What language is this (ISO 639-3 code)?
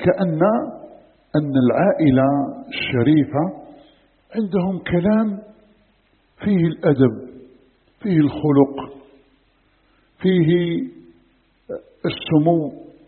ara